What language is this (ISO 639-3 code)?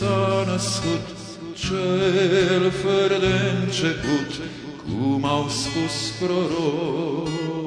ron